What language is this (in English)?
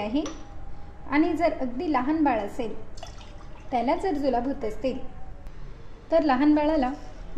Marathi